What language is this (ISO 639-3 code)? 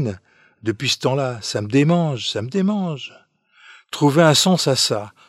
fra